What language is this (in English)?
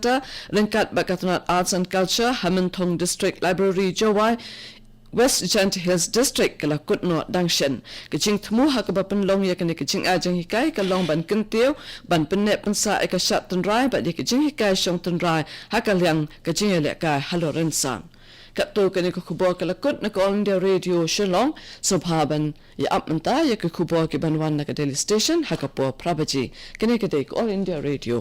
Khasi